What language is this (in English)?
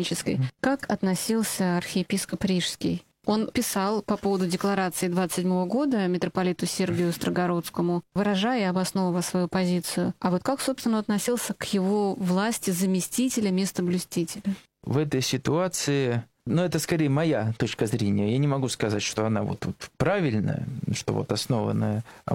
Russian